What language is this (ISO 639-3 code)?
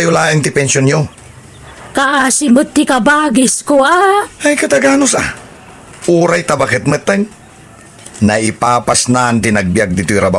ilo